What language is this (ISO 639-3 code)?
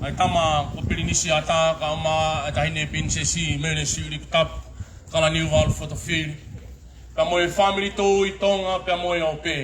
ton